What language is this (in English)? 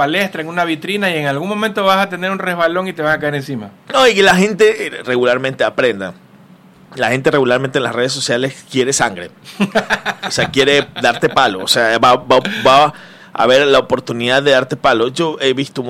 Spanish